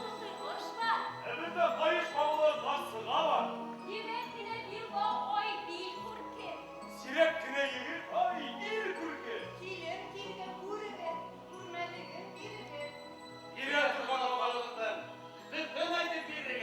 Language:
Bashkir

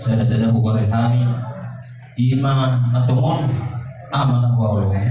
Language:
Batak Toba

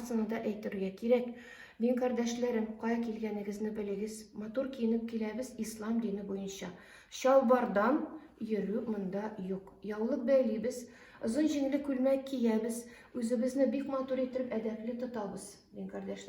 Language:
Tatar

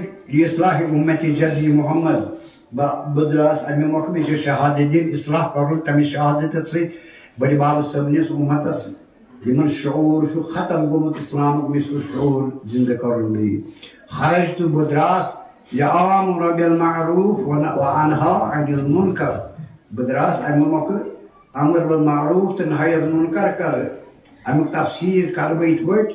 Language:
Kashmiri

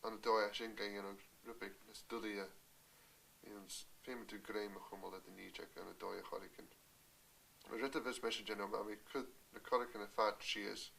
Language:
Scottish Gaelic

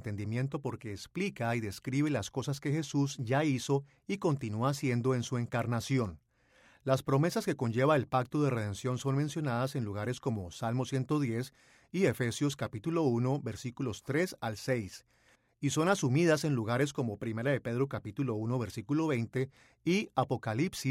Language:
Spanish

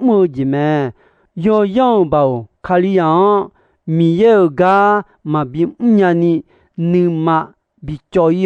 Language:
Akha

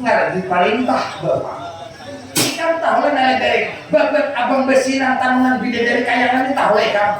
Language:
Banjar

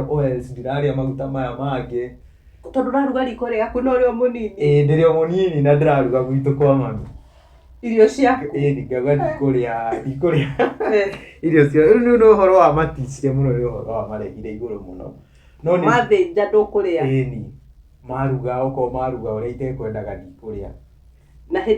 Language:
Kikuyu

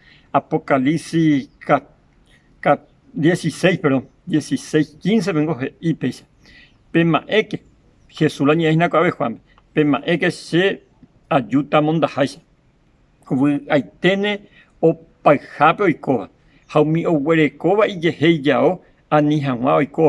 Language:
Guarani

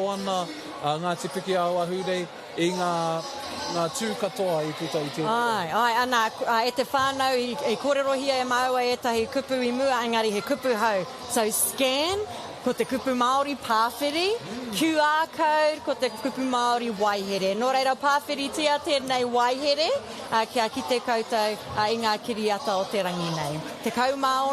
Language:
Māori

